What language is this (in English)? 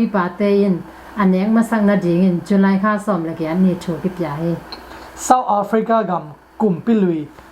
Tedim Chin